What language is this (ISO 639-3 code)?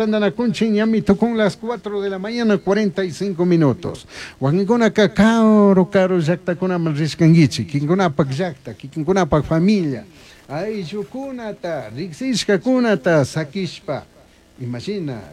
qug